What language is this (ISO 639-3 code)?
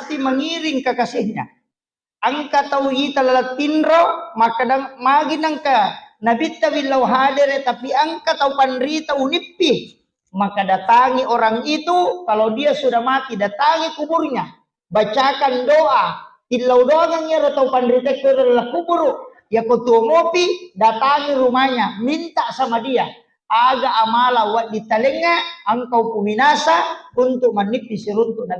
bug